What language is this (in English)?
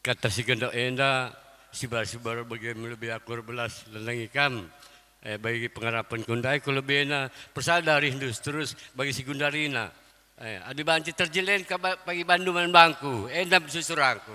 Batak Karo